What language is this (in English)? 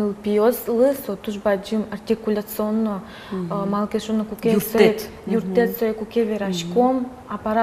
Udmurt